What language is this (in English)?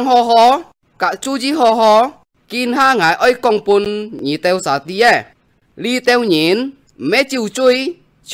Hakka Chinese